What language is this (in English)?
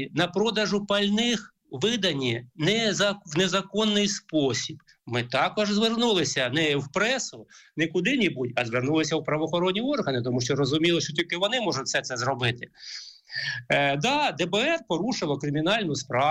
Ukrainian